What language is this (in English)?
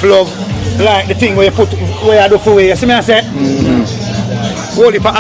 Jamaican Creole English